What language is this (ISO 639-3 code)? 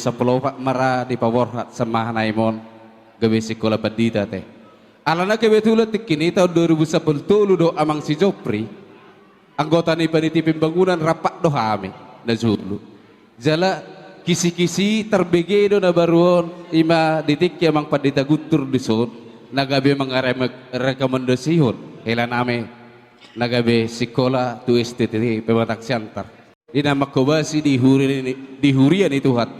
bbc